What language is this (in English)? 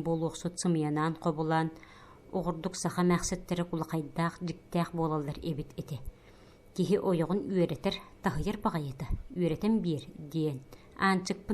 Yakut